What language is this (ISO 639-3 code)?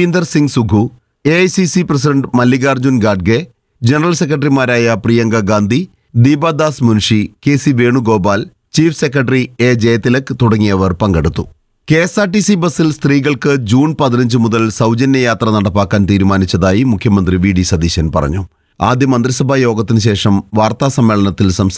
mal